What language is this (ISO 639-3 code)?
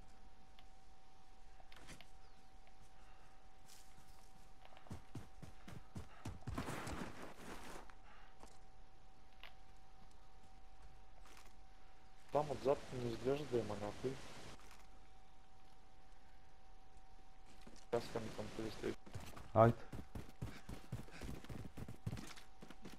bul